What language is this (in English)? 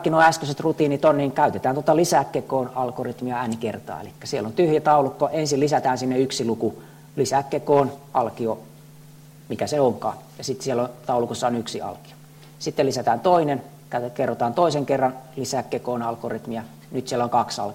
Finnish